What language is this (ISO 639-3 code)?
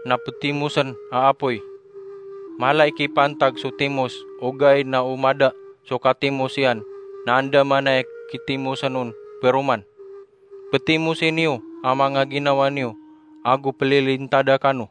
mrw